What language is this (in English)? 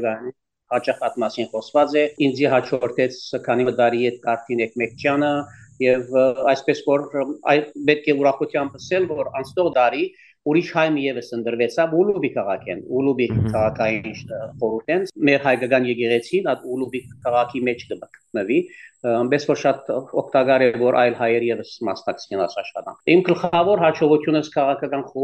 Western Armenian